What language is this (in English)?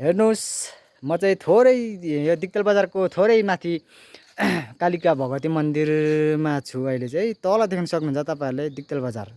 Nepali